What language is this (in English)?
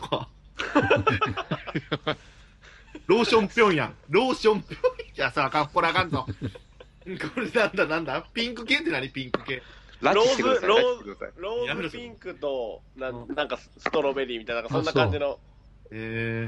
Japanese